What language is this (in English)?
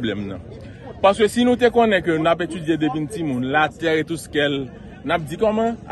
Haitian Creole